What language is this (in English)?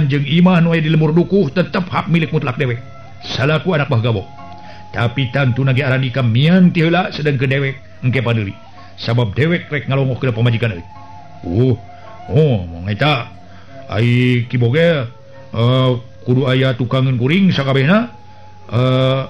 Sundanese